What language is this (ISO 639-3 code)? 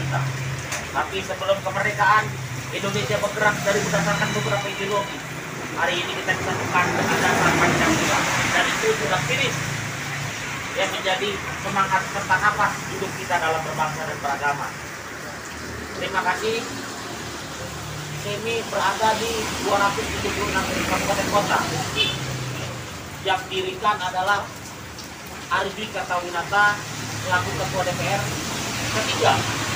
ind